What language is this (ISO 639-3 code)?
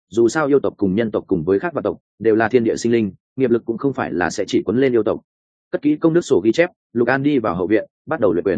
vie